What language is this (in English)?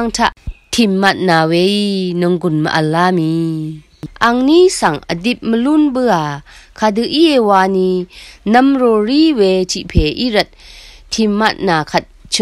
Rawang